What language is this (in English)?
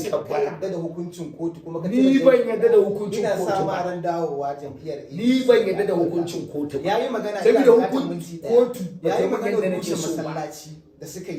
Hausa